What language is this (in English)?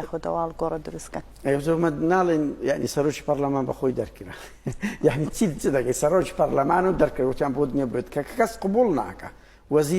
Central Kurdish